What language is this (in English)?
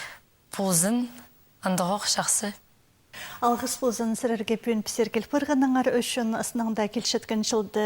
Khakas